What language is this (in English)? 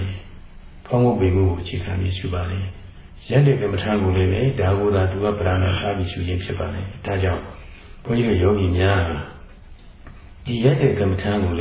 Burmese